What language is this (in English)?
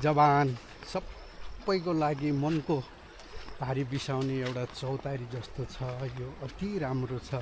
Nepali